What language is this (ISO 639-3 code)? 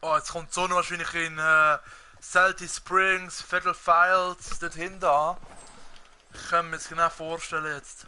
gsw